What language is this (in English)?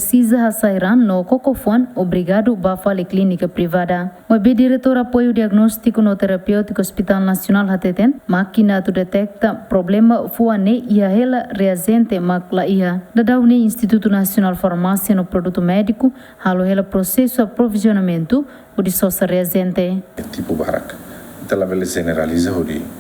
Tetum